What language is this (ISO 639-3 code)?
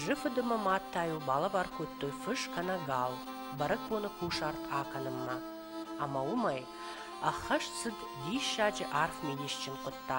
oss